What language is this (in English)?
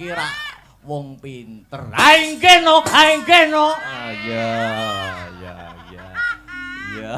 Javanese